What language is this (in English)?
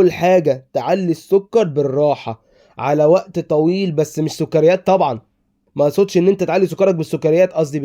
Egyptian Arabic